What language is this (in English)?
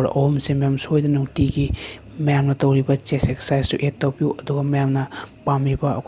Manipuri